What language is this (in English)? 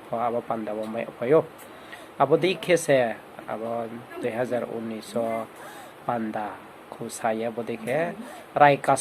Riang (India)